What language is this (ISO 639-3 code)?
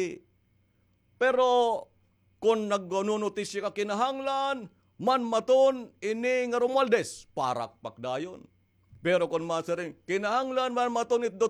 war